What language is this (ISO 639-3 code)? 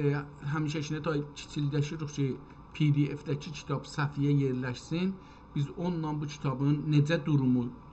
azb